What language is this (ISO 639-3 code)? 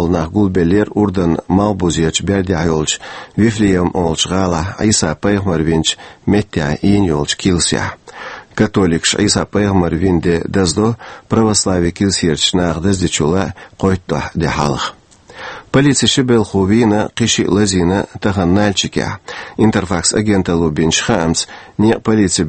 che